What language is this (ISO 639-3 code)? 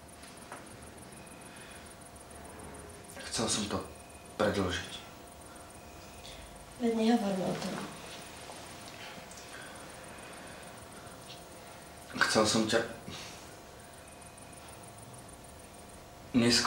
slk